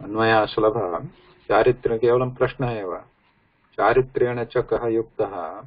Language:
Sanskrit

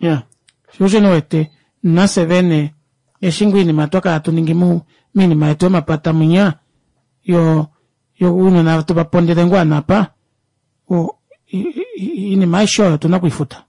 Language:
Kuanyama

